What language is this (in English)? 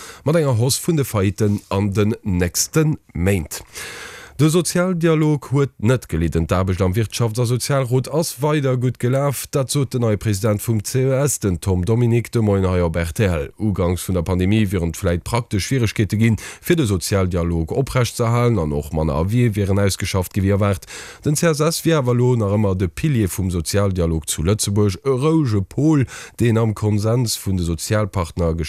Luxembourgish